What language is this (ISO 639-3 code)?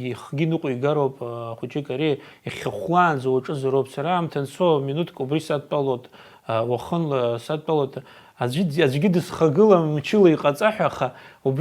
abk